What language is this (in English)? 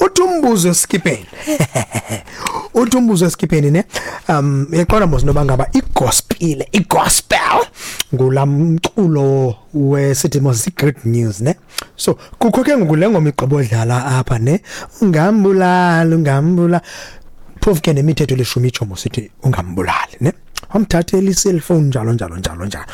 Xhosa